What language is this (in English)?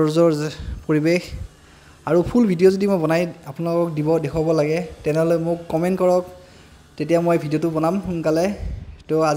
Assamese